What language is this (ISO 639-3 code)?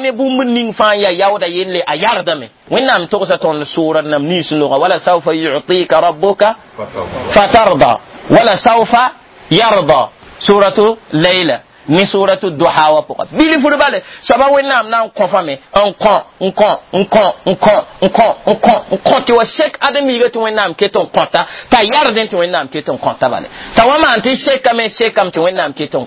mos